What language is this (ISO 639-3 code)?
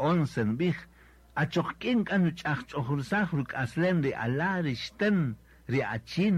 cak